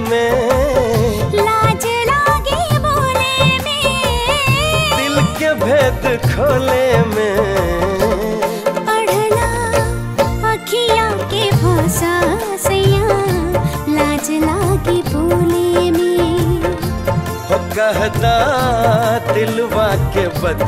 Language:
Bhojpuri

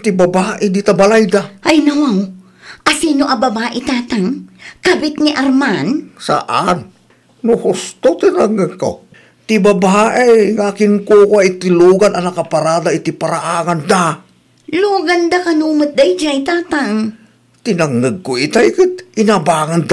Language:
Iloko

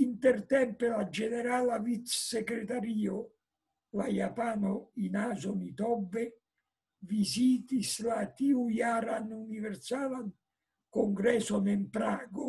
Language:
Esperanto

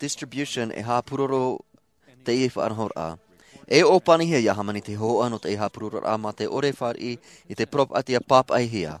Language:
Tahitian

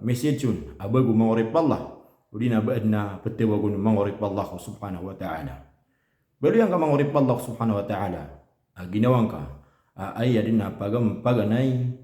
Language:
Maranao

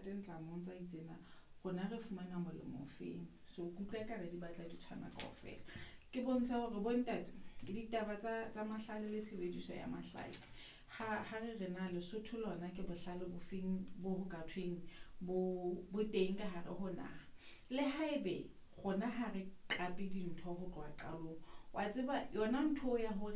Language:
Southern Sotho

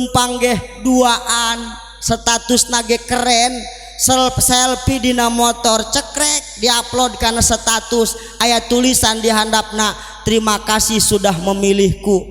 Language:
Sundanese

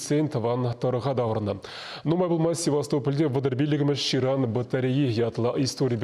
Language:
Chuvash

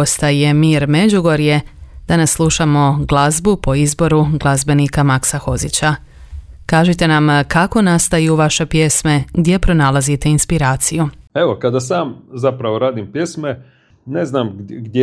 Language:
Croatian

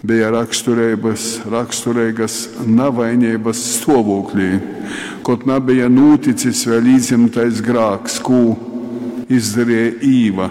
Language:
Latgalian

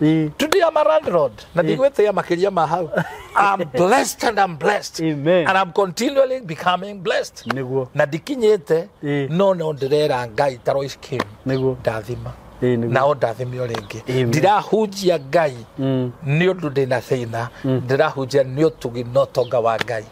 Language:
Kikuyu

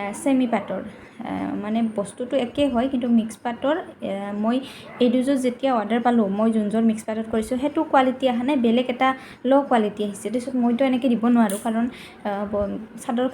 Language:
Assamese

